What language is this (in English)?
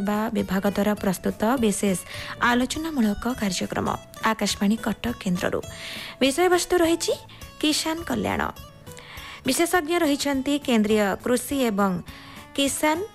Odia